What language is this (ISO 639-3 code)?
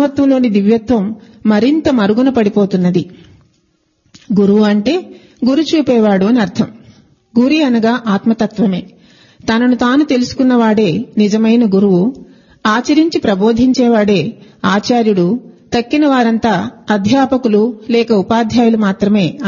tel